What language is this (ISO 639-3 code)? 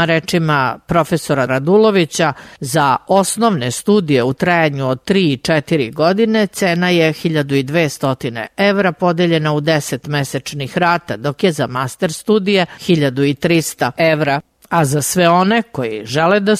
srp